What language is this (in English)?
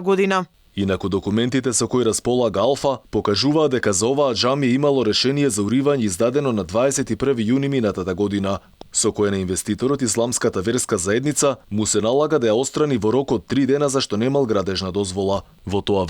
Macedonian